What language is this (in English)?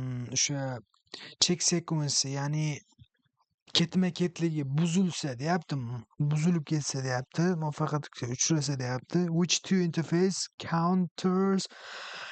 Uzbek